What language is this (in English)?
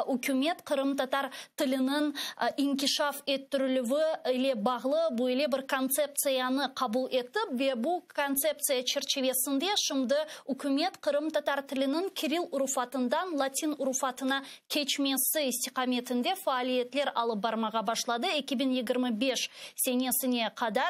Crimean Tatar